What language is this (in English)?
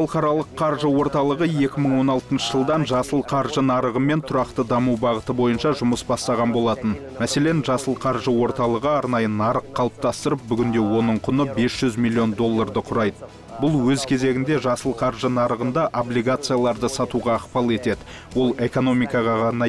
Kazakh